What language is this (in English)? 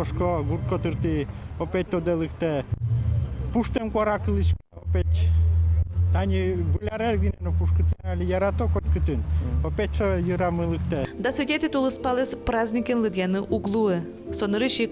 Udmurt